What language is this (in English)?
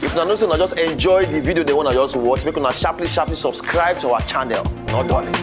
Nigerian Pidgin